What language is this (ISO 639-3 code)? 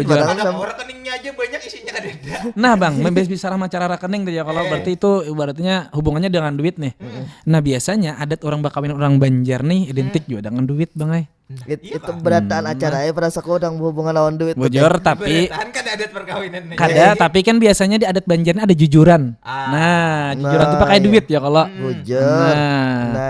bjn